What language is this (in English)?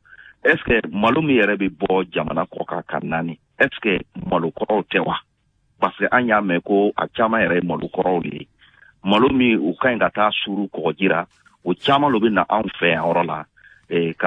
Bambara